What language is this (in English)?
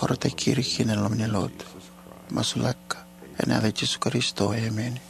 Fijian